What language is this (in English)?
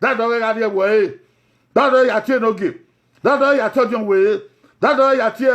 Bini